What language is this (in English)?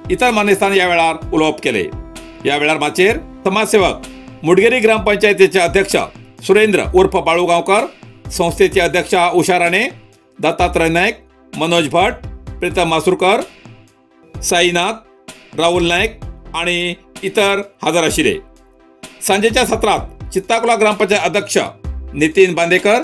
Konkani